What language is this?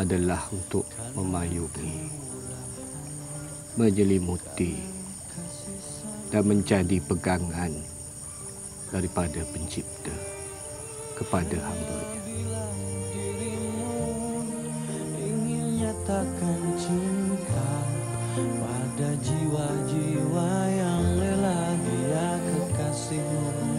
Malay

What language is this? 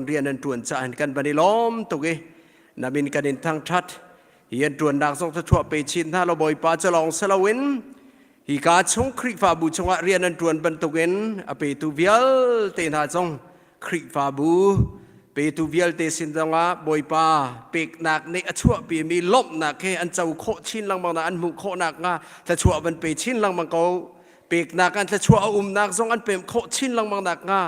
Hakha Chin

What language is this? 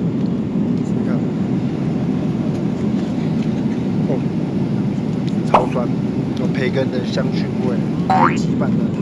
Chinese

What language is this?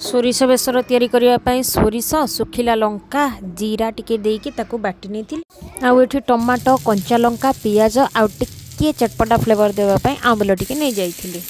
Odia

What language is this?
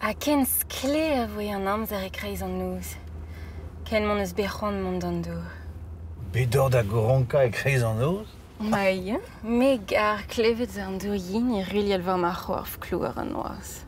Breton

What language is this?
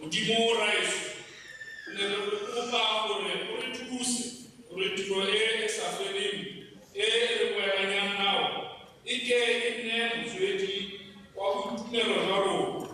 Tswana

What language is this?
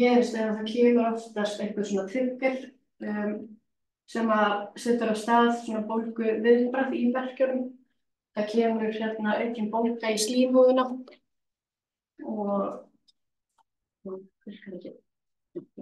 Icelandic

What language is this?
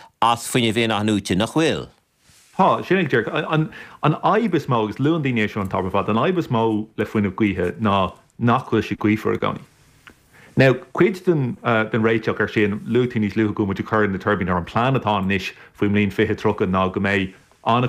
Irish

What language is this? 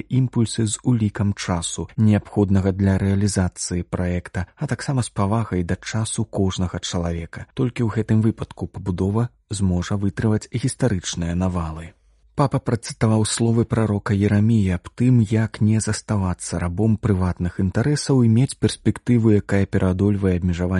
Belarusian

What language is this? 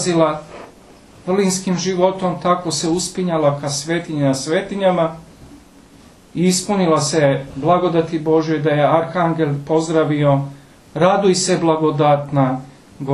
Serbian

